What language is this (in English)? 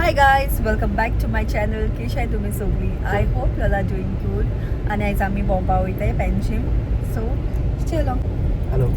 Konkani